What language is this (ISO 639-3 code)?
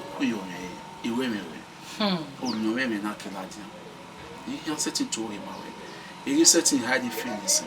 bin